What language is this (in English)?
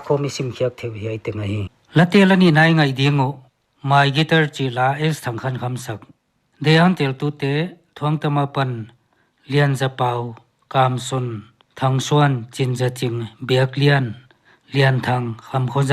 Paite Chin